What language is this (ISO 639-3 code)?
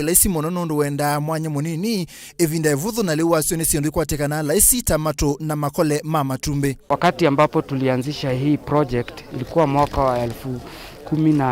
kam